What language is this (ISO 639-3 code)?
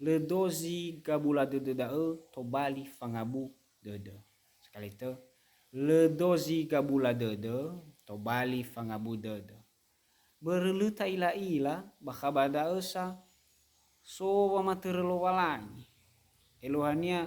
nia